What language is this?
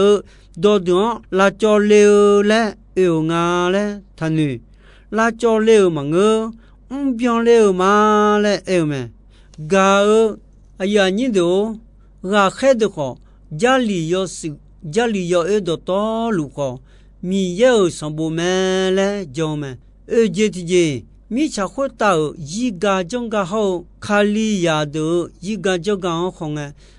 Akha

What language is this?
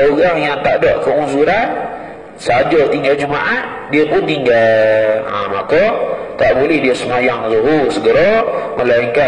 Malay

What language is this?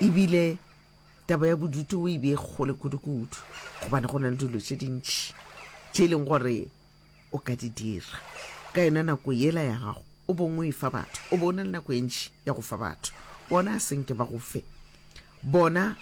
Northern Sotho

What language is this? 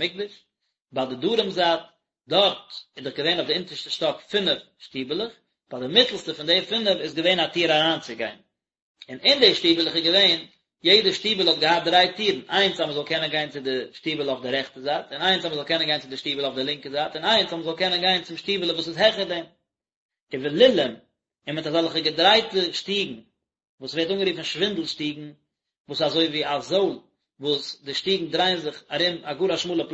Yiddish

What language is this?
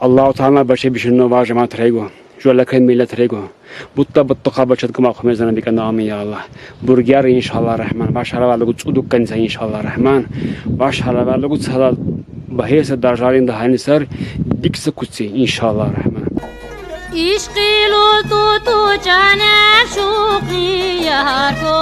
Lak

